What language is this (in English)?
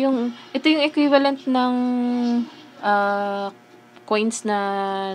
Filipino